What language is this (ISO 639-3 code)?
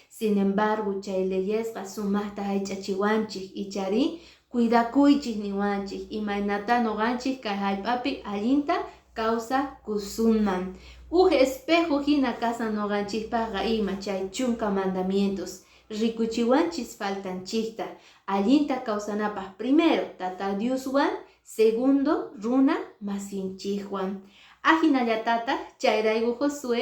que